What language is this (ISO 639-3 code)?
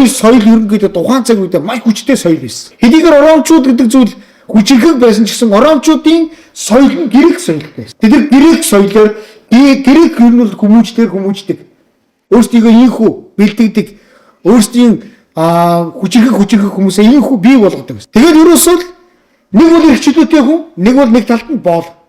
mon